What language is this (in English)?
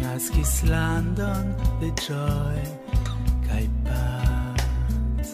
Esperanto